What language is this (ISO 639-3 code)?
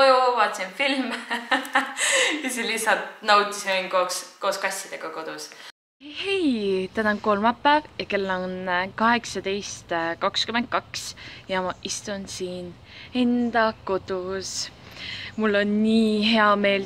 est